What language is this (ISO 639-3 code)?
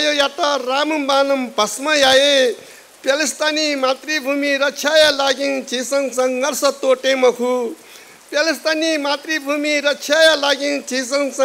new